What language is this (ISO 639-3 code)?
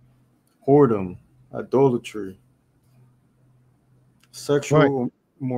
eng